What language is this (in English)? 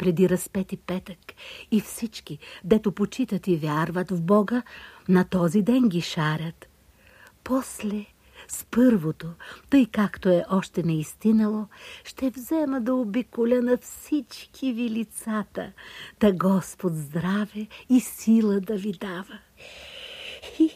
Bulgarian